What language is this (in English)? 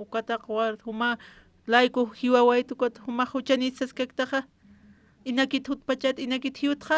Aymara